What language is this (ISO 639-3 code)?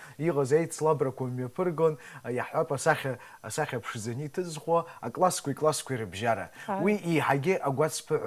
abk